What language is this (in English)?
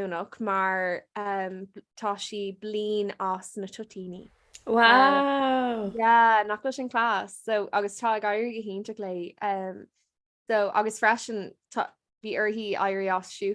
Irish